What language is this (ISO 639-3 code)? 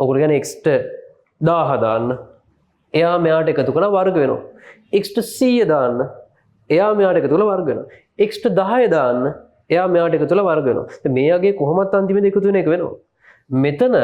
sin